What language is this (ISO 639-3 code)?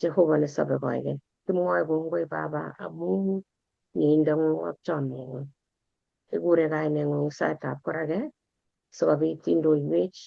kln